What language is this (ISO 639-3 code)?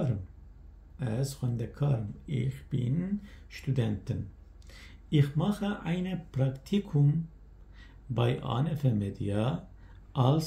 kur